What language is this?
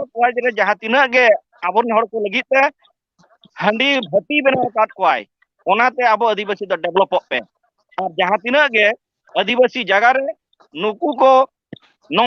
Santali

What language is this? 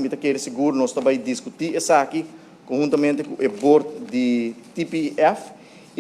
Papiamento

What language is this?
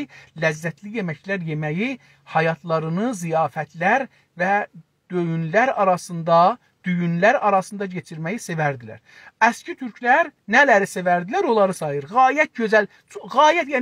South Azerbaijani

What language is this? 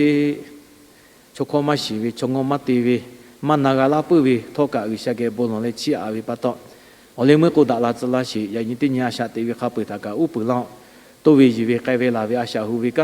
Lahu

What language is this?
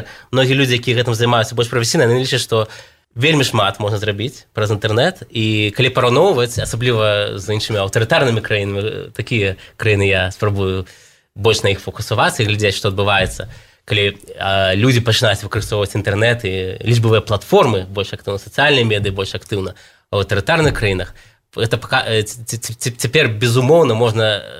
Belarusian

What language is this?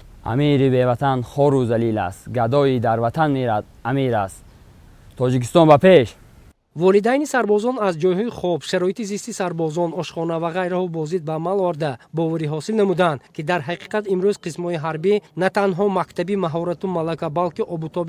Tajik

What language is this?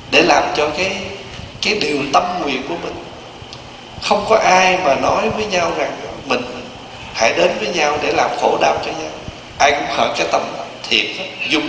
Vietnamese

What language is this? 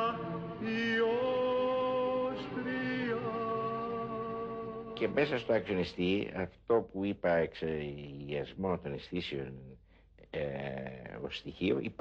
Greek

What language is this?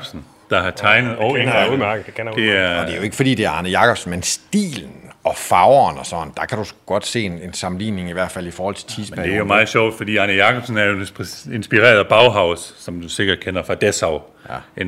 Danish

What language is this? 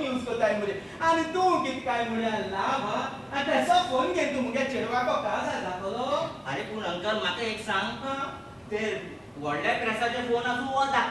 Konkani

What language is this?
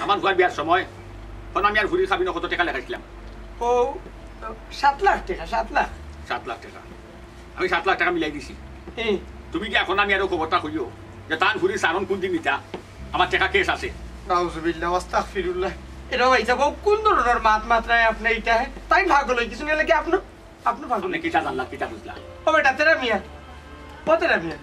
Sylheti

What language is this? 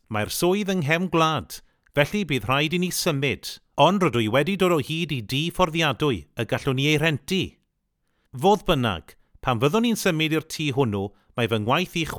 Welsh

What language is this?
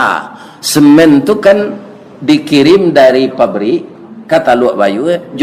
Minangkabau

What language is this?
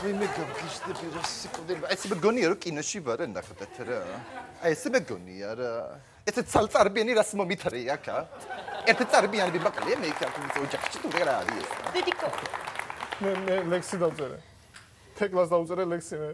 Georgian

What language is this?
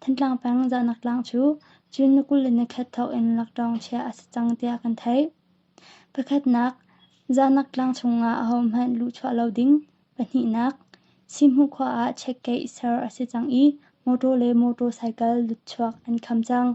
Hakha Chin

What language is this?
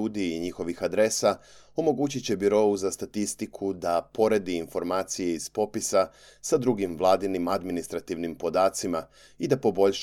Serbian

